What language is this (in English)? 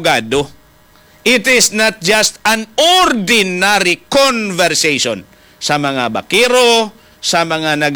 Hiligaynon